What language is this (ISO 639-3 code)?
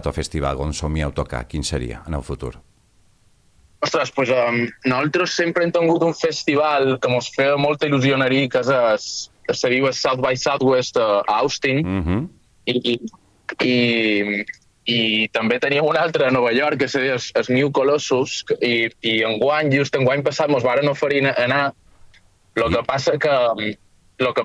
cat